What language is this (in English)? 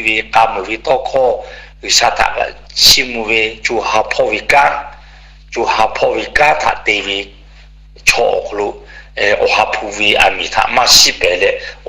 Lahu